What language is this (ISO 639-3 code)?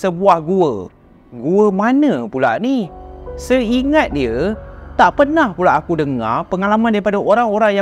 msa